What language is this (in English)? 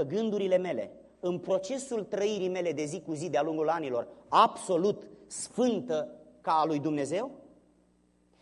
Romanian